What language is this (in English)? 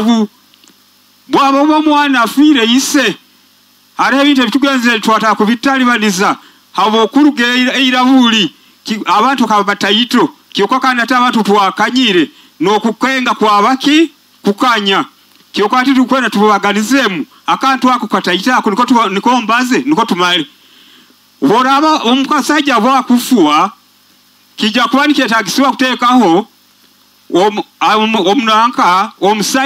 Nyoro